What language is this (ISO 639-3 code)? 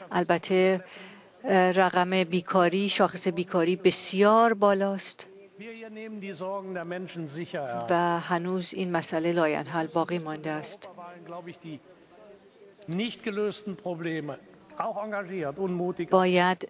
fas